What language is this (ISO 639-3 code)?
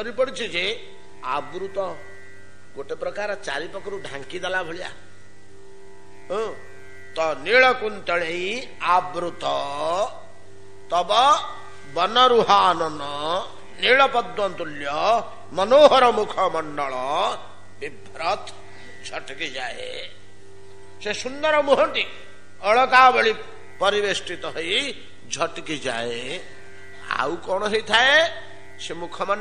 ori